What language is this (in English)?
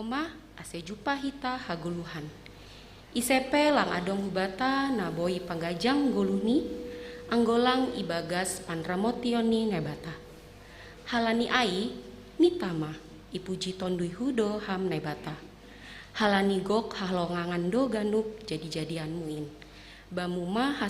Batak Simalungun